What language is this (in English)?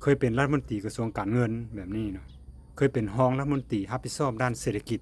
Lao